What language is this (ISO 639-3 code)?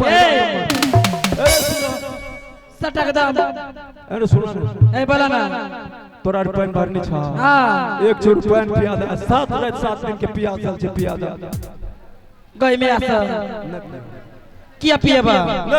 mai